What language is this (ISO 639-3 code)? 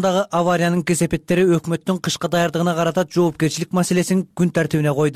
kir